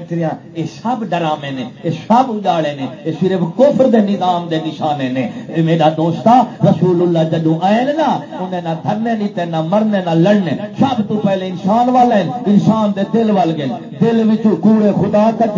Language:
Saraiki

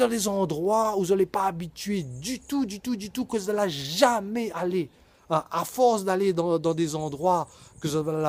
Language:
Réunion Creole French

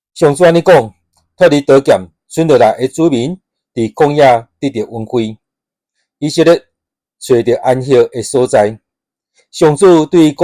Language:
Min Nan Chinese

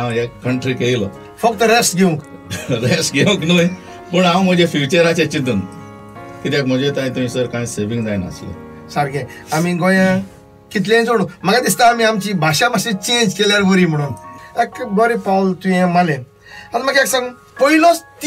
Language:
Konkani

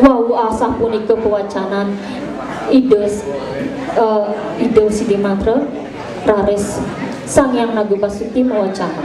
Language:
Balinese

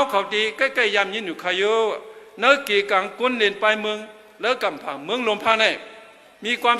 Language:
Shan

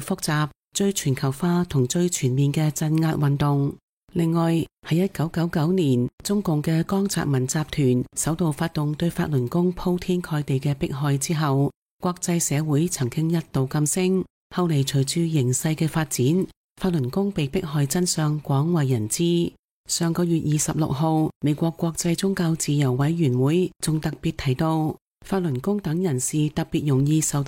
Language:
Cantonese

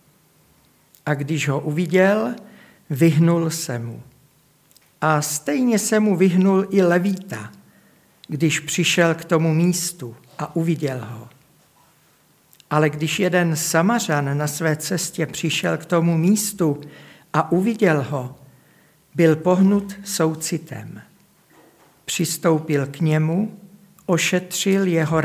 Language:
Czech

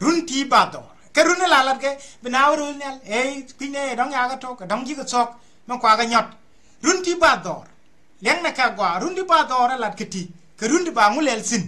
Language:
Nuer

